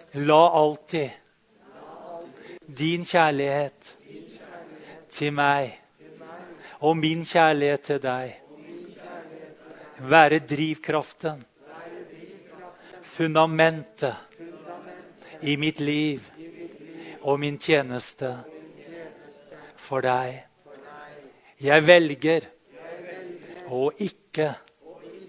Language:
Norwegian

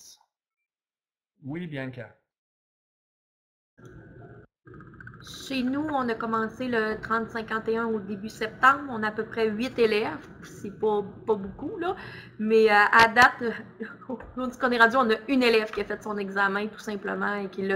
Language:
French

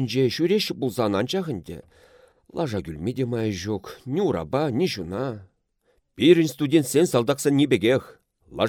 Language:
Chuvash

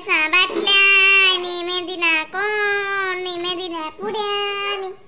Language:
Khandesi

